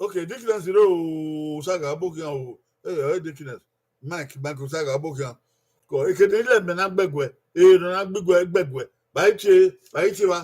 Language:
Bini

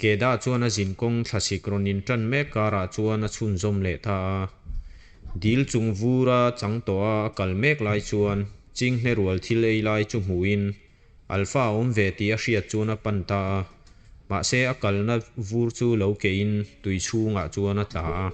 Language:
Mizo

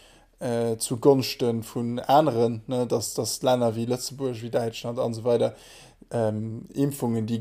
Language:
Luxembourgish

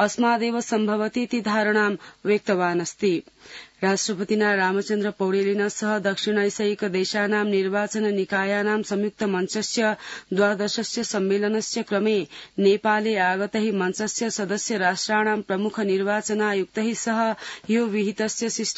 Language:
Sanskrit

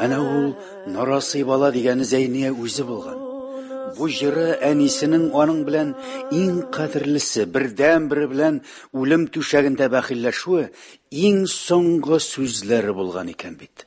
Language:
Tatar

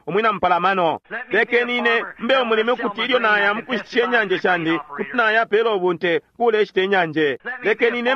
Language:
Bemba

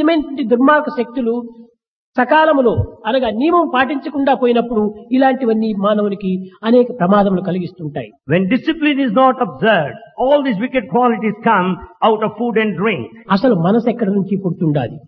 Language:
Telugu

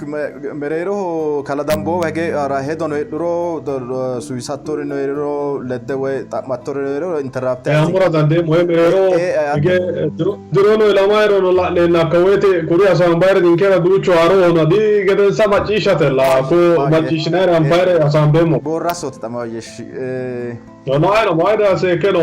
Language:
Sidamo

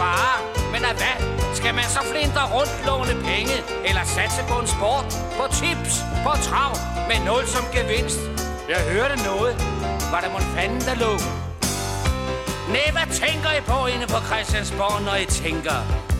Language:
Danish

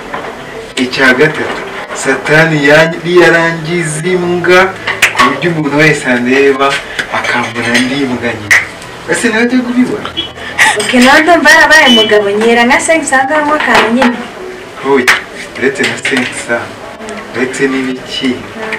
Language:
Kinyarwanda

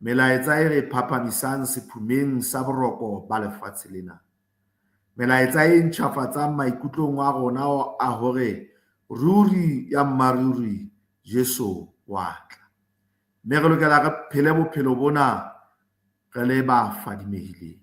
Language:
Southern Sotho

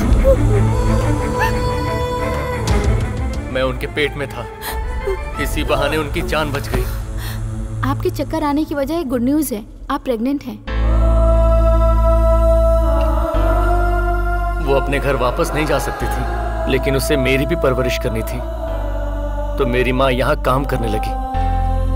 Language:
Hindi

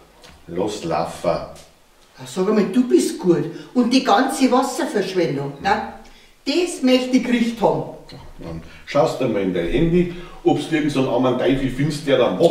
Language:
Bavarian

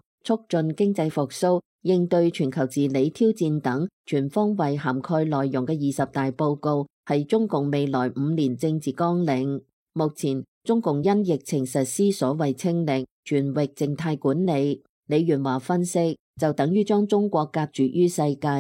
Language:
Cantonese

